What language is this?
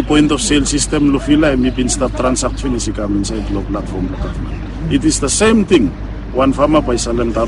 Bislama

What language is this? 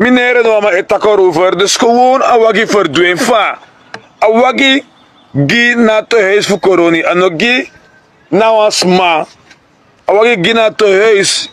Sranan Tongo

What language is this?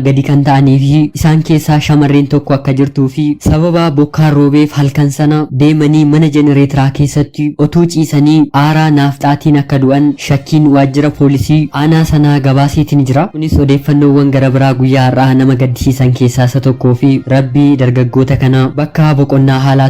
Oromo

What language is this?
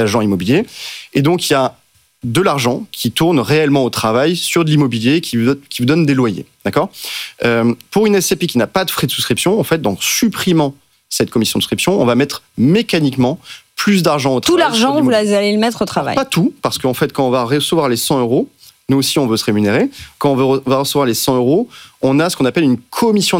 French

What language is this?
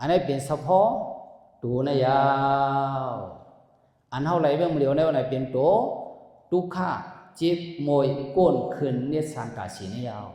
Shan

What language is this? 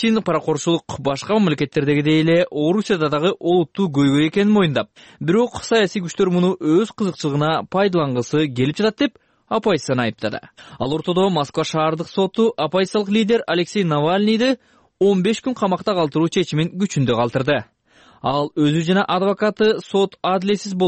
Kyrgyz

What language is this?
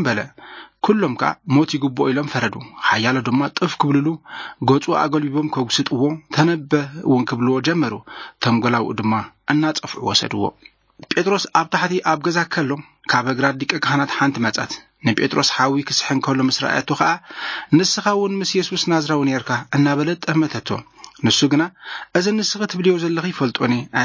Tigrinya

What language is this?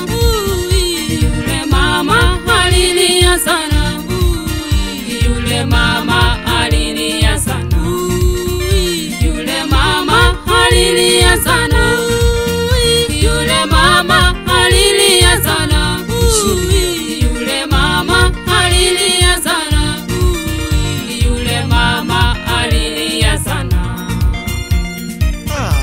Swahili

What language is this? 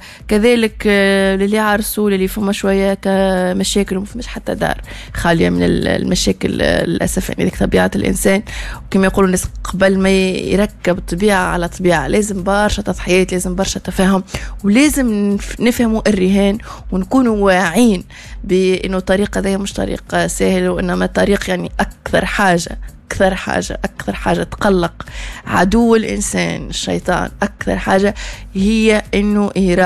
Tunisian Arabic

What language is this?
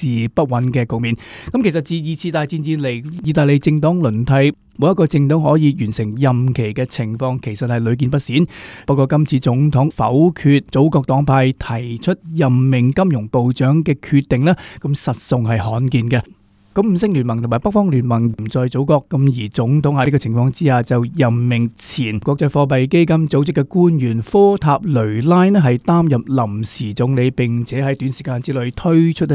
Cantonese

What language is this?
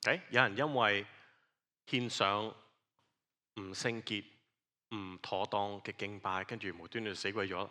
Cantonese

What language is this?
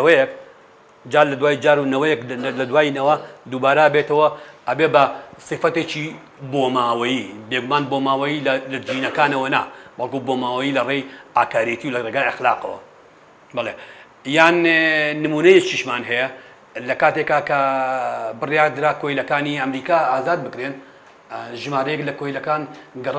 Central Kurdish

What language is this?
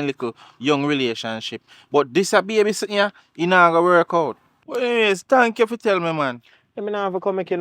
Jamaican Creole English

